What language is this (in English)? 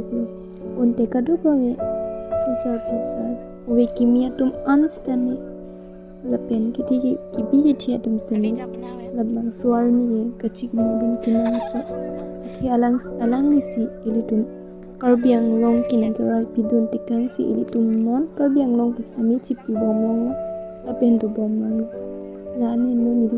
Karbi